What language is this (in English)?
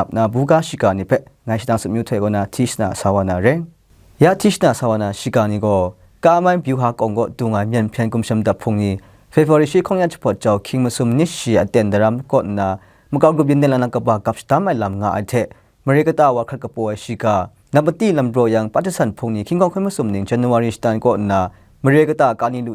Kachin